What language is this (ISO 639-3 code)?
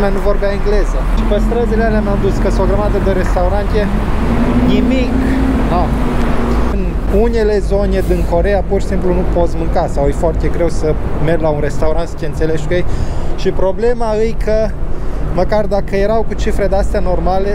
ron